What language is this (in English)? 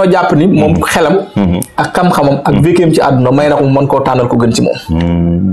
Wolof